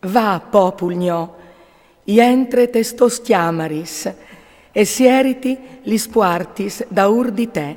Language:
Friulian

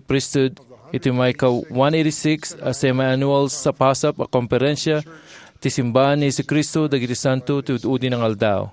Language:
Iloko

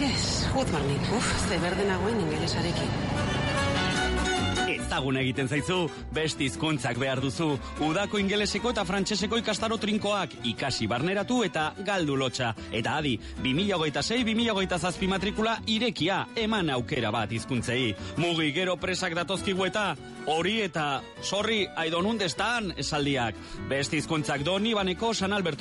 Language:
Basque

